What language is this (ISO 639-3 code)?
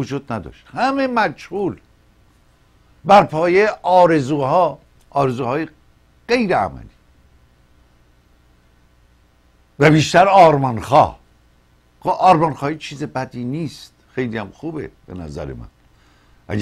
fas